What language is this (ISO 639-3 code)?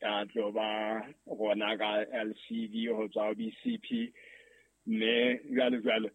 sot